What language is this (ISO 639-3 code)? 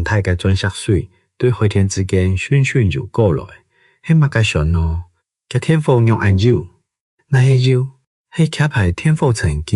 hak